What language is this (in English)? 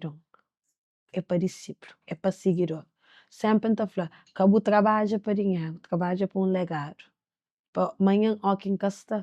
Kabuverdianu